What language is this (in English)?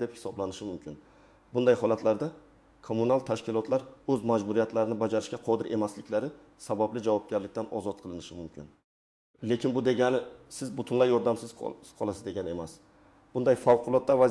Uzbek